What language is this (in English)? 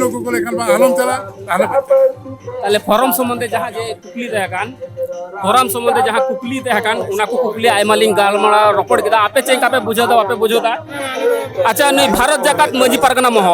Santali